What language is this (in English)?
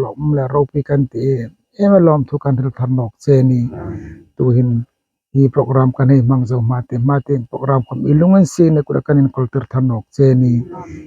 Hmar